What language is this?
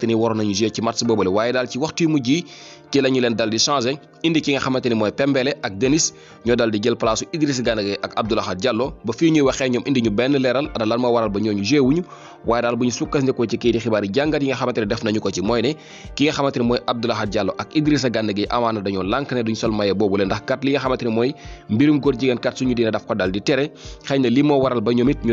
Wolof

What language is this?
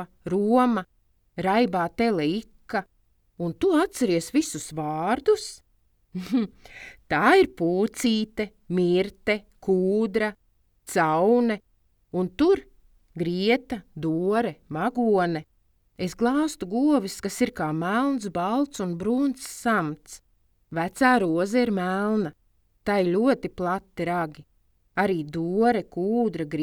Latvian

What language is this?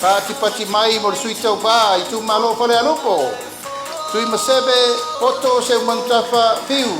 Samoan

